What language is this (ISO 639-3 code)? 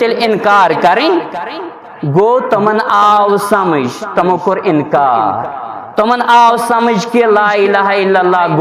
kas